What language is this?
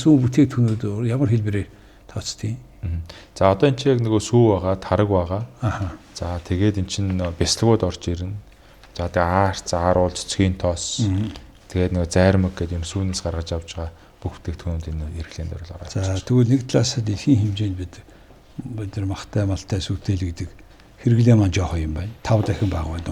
Mongolian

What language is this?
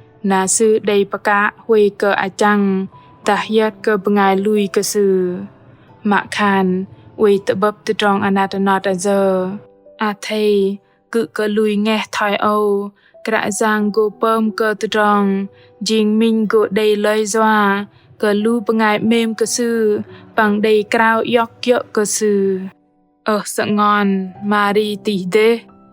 Bahnar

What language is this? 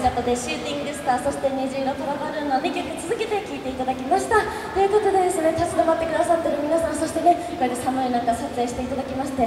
Japanese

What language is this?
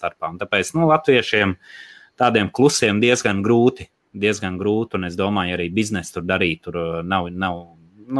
Latvian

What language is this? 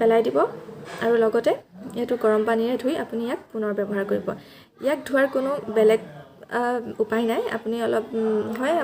Assamese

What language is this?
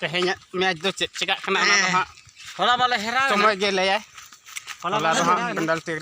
Santali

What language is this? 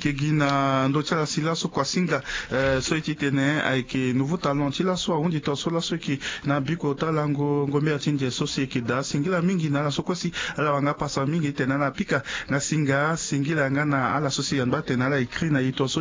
Sango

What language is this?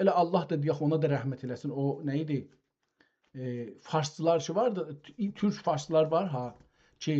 South Azerbaijani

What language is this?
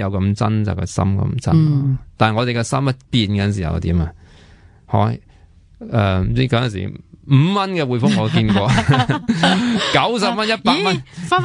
Cantonese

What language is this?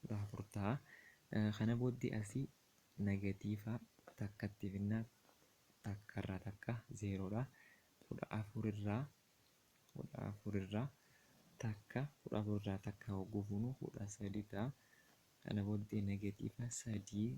Oromo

